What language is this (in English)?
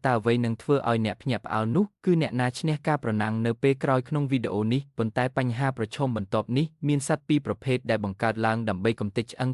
Khmer